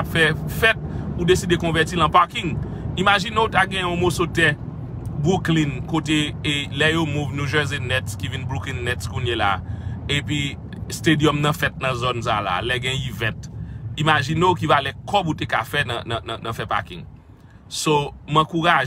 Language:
Haitian Creole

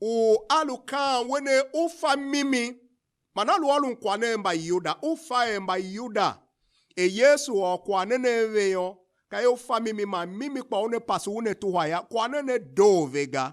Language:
Tiv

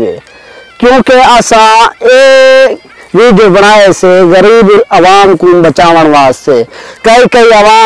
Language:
Saraiki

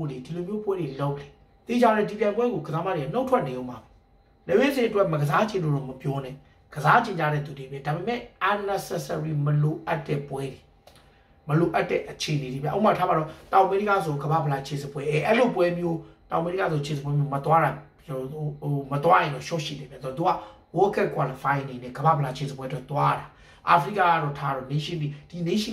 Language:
Burmese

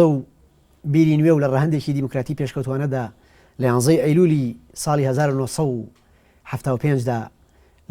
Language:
Central Kurdish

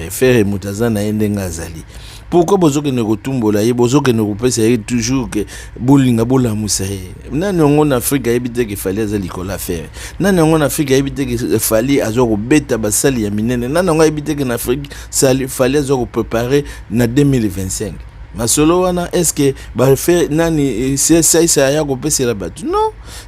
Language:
Lingala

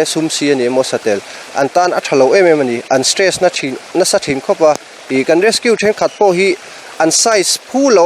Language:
Mizo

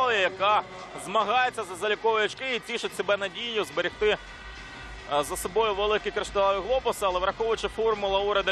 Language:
Ukrainian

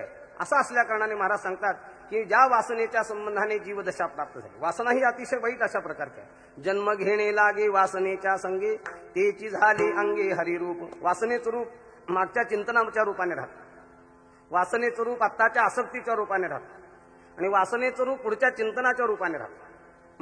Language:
Marathi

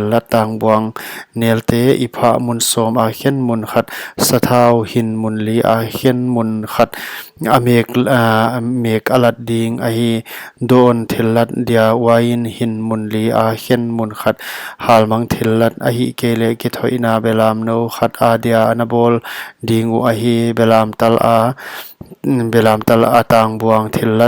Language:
Paite Chin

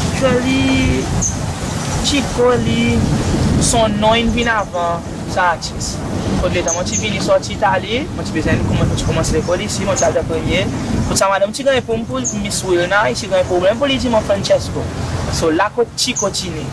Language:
Seselwa Creole French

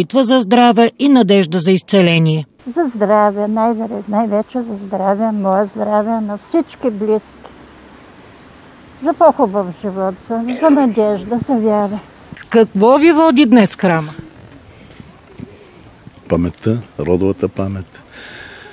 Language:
Bulgarian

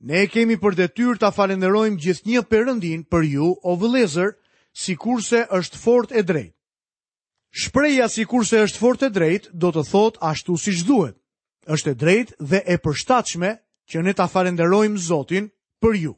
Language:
Albanian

